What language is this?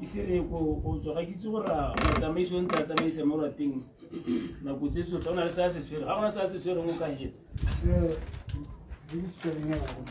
Tswana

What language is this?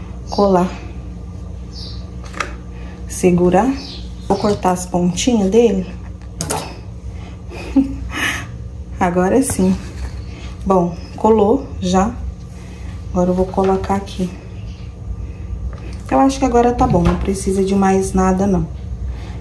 Portuguese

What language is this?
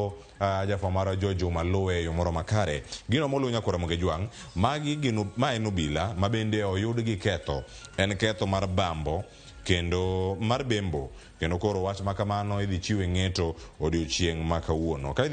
Luo (Kenya and Tanzania)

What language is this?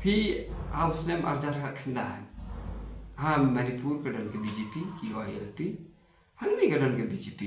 Khasi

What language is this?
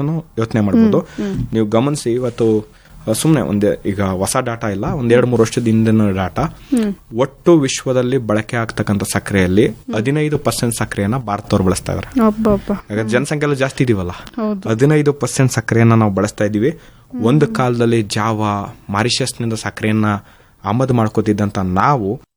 Kannada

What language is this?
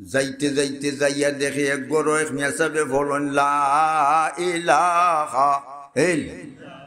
Sylheti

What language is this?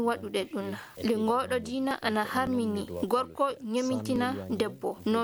Fula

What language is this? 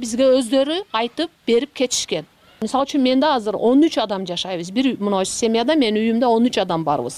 Kyrgyz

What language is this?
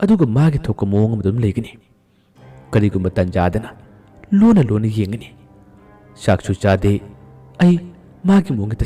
Manipuri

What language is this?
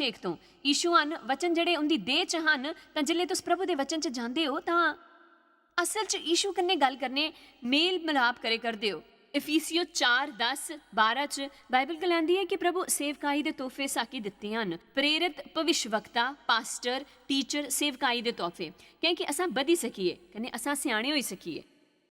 Dogri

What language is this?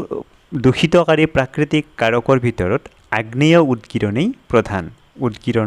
Assamese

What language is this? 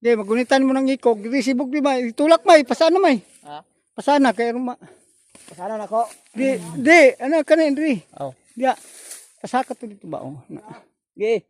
Cebuano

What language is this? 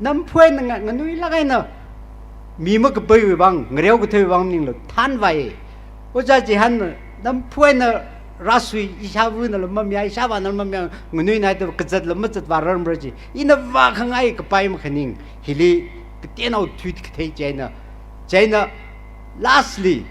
Tangkhul Naga (India)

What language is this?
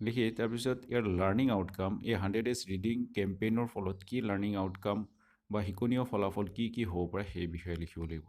Assamese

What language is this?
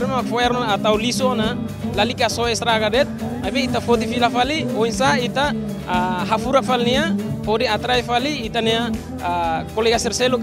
Tetum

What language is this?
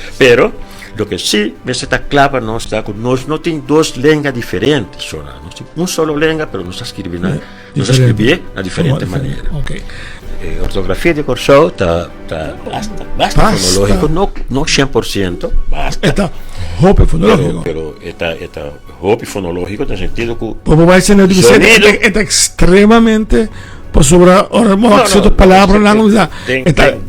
Papiamento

